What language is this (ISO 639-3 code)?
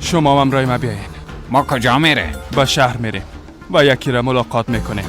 fas